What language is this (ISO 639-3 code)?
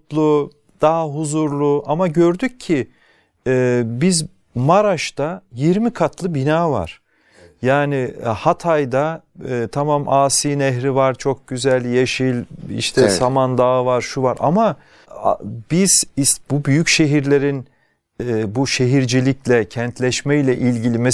tur